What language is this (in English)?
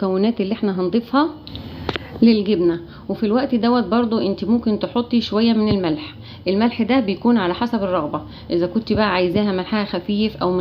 Egyptian Arabic